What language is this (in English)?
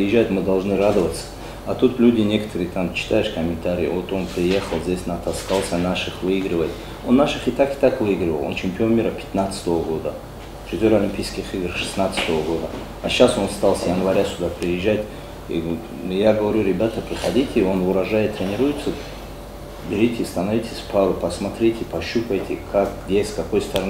Russian